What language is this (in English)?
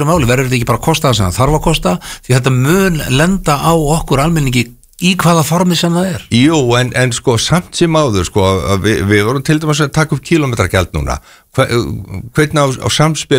Icelandic